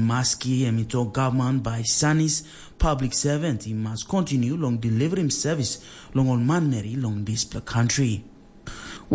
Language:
Tok Pisin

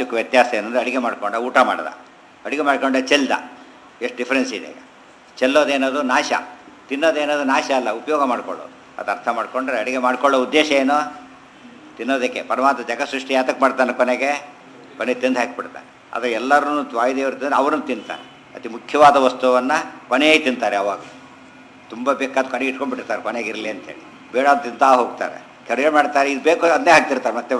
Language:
Kannada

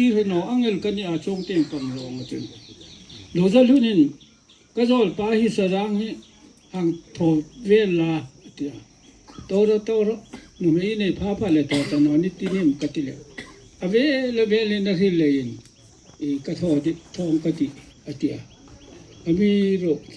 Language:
Hmar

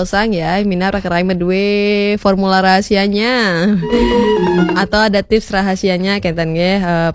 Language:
Balinese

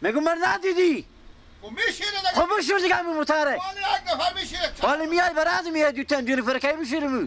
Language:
Persian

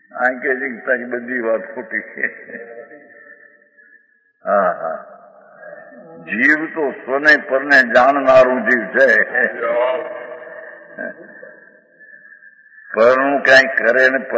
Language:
Gujarati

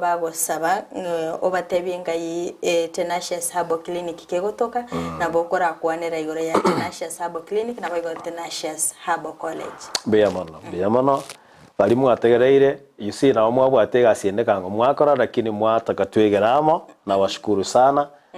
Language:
Gusii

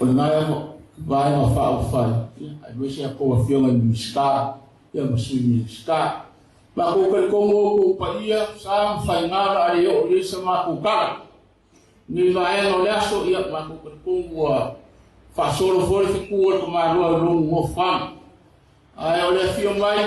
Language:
Samoan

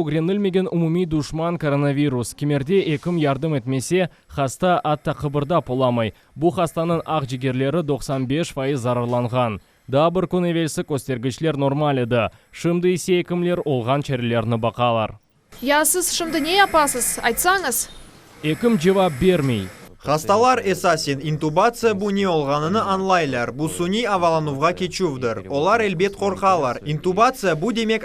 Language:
Crimean Tatar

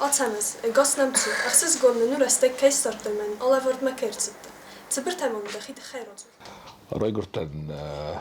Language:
Ossetic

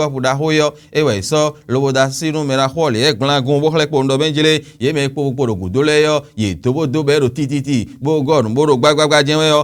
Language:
Fon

